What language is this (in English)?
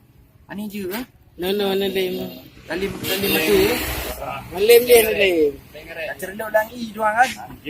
Achinese